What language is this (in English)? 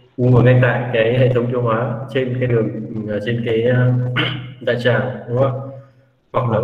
Vietnamese